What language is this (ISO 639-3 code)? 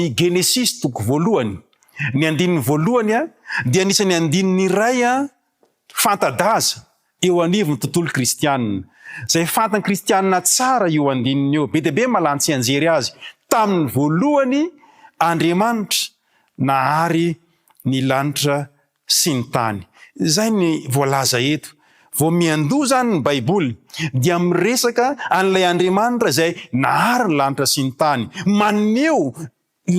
mlg